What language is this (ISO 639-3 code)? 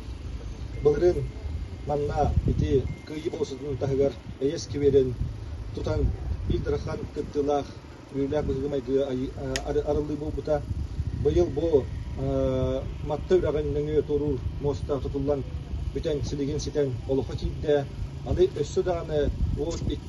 sah